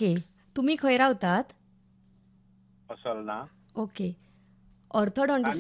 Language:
Konkani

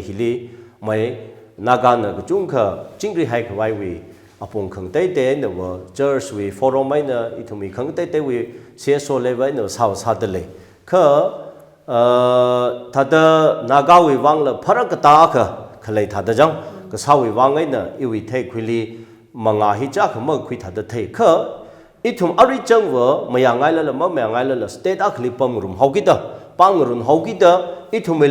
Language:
Tangkhul Naga (India)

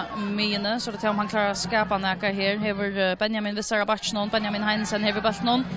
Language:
Faroese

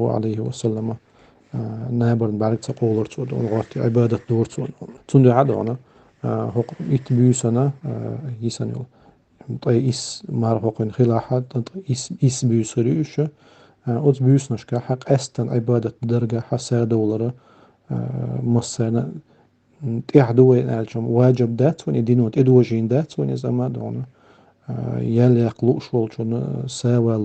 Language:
Chechen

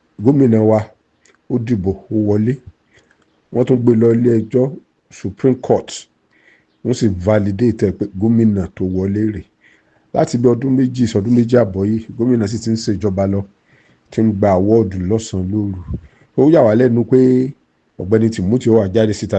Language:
Yoruba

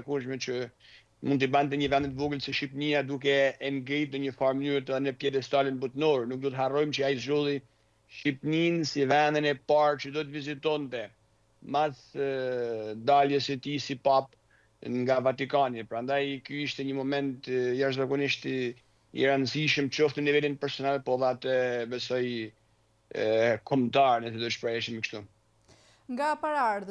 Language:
Albanian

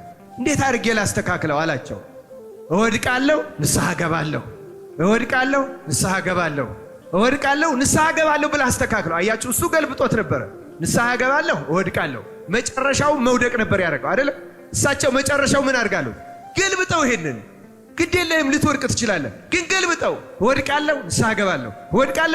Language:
Amharic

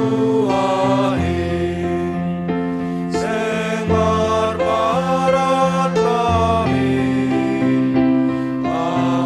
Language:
Batak Simalungun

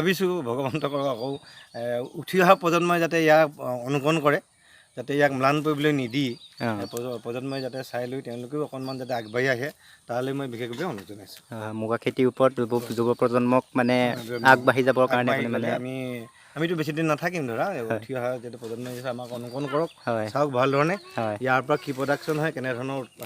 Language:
Assamese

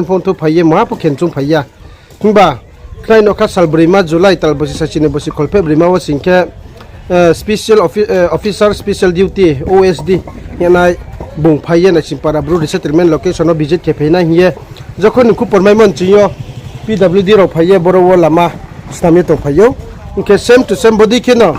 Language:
Riang (India)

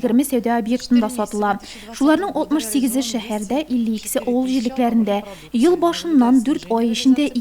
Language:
Tatar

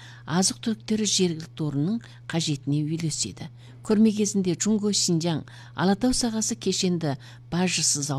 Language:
Kazakh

